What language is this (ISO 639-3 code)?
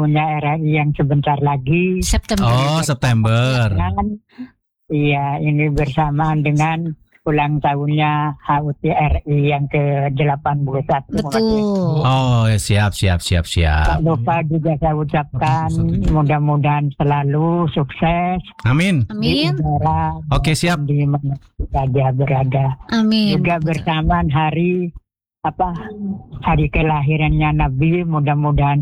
ind